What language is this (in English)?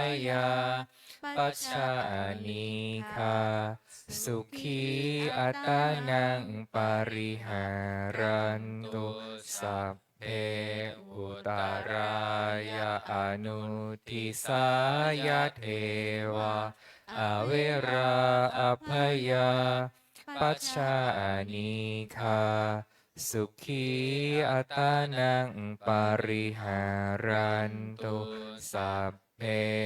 Pali